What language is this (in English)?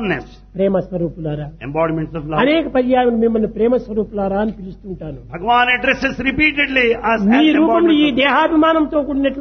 Telugu